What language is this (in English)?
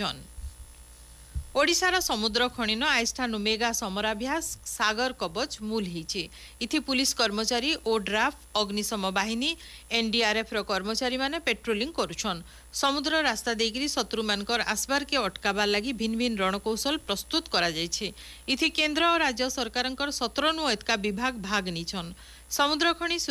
Odia